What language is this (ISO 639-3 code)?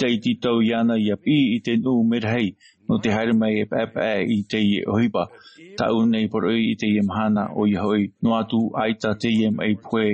tah